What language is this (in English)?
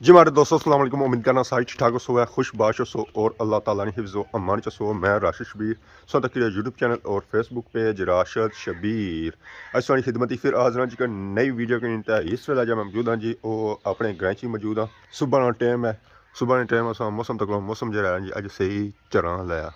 Pahari-Potwari